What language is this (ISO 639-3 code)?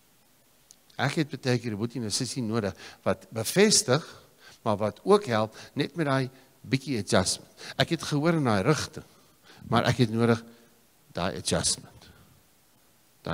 afr